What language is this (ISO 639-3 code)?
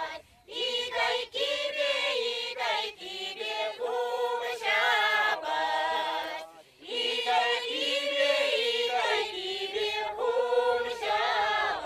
chv